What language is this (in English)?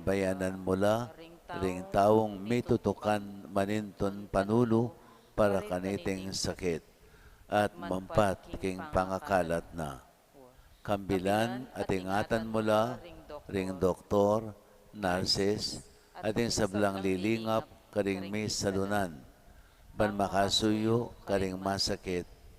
Pampanga